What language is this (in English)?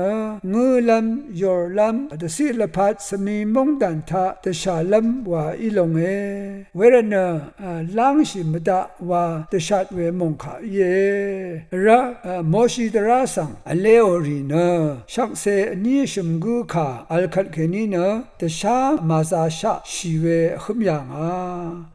Rawang